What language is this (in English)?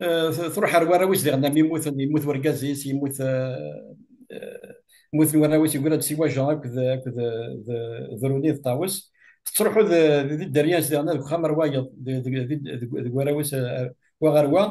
Kabyle